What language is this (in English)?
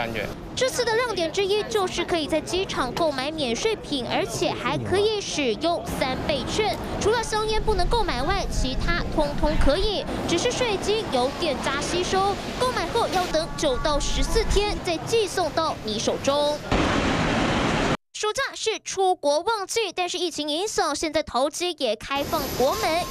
Chinese